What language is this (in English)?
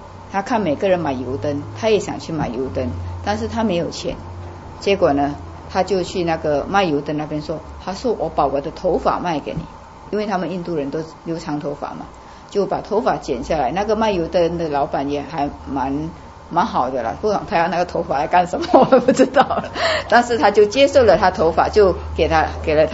Chinese